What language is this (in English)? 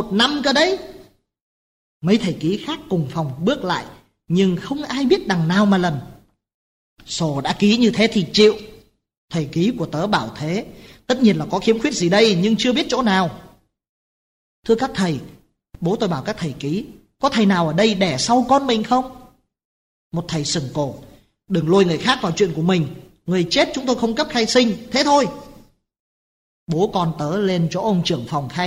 Vietnamese